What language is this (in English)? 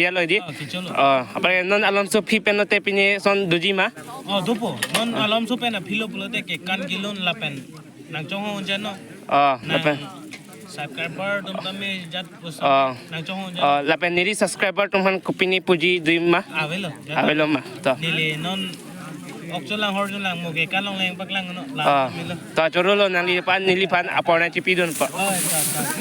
Karbi